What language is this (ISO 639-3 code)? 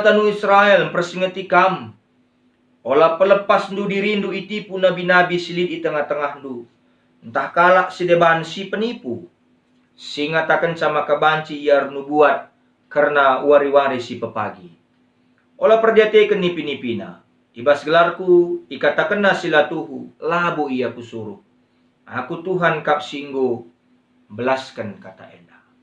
btx